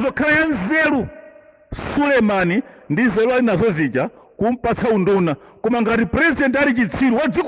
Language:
Nyanja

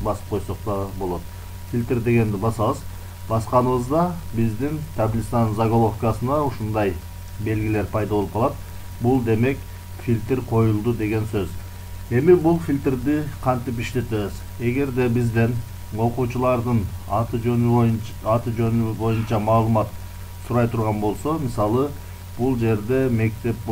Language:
Kyrgyz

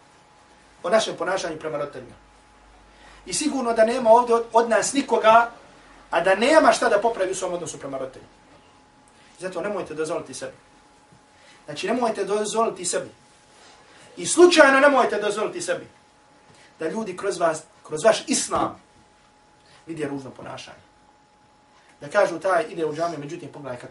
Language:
Bosnian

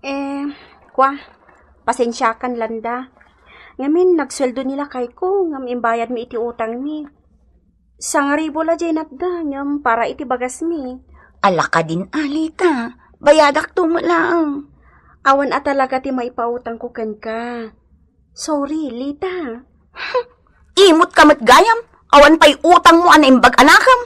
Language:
Iloko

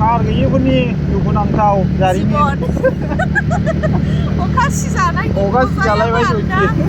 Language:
Bodo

